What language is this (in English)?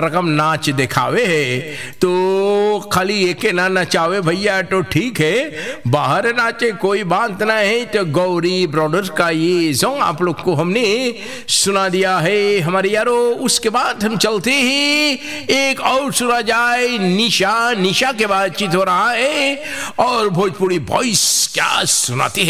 Bhojpuri